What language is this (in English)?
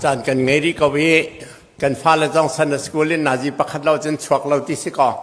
Hakha Chin